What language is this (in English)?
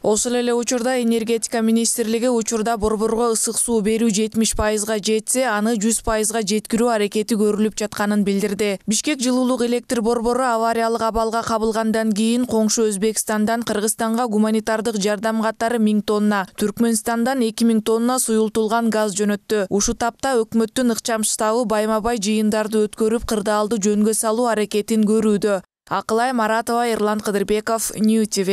Kyrgyz